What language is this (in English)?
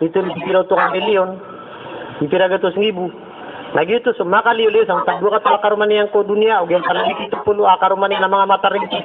Maranao